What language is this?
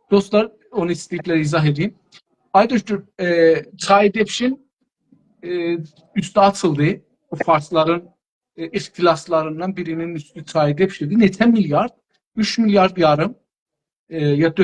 South Azerbaijani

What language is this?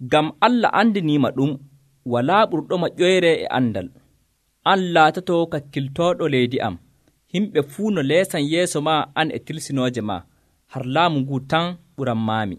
Nigerian Fulfulde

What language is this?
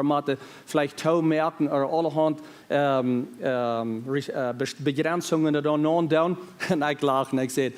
Plautdietsch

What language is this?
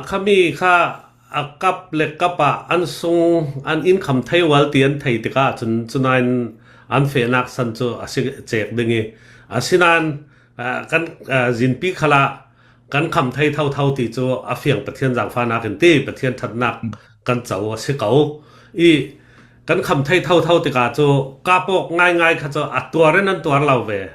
Hakha Chin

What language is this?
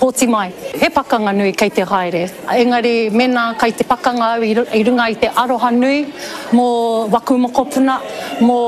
Māori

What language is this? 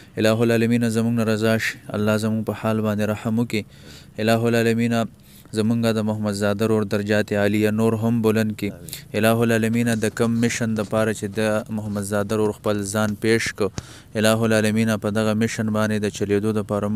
Pashto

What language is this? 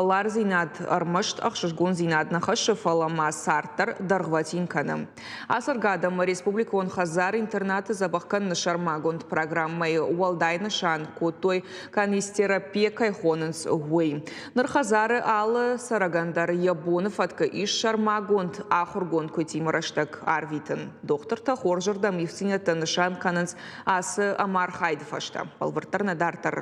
Ossetic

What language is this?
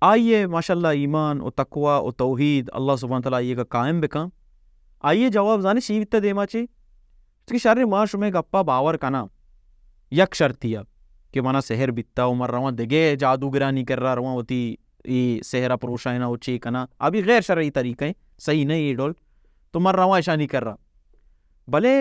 Baluchi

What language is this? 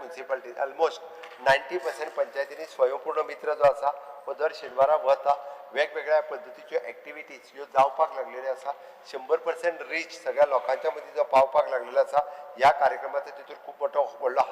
Konkani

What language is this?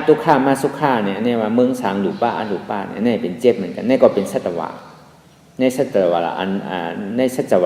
Shan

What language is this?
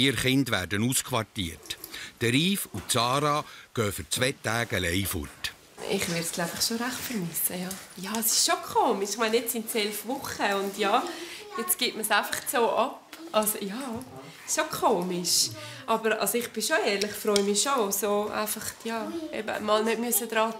Swiss German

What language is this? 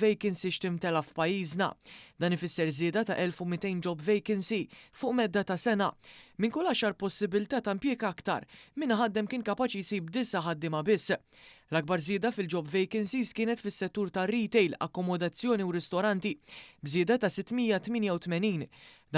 Maltese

